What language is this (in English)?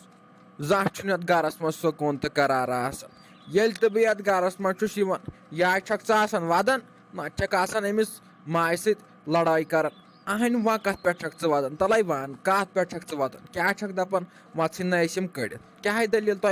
Kashmiri